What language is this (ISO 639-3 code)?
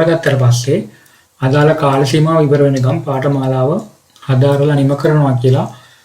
sin